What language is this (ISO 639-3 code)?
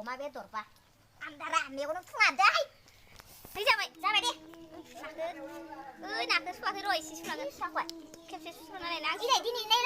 brx